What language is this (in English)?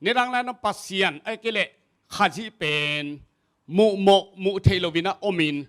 Tedim Chin